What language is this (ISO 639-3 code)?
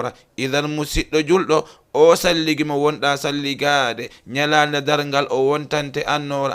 ful